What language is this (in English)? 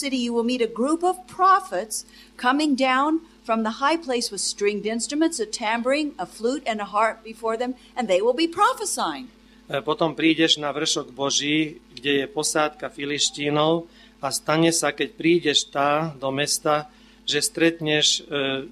Slovak